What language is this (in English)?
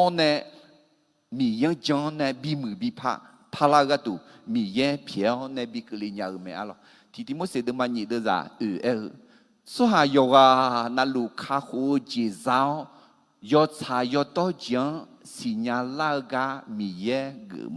Akha